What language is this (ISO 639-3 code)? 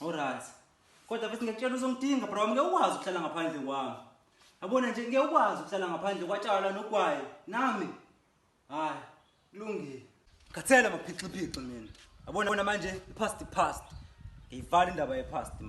zul